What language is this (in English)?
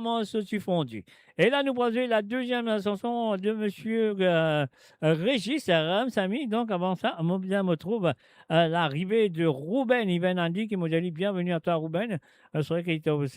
Morisyen